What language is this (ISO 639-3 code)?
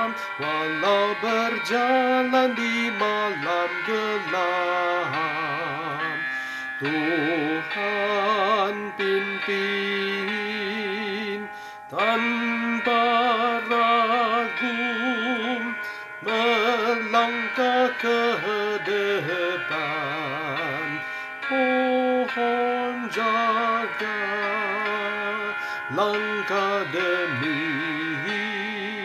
msa